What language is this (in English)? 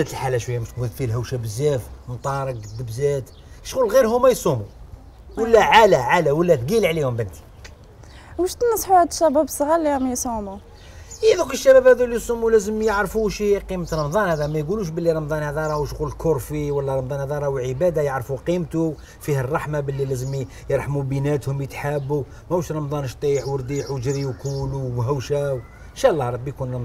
Algerian Arabic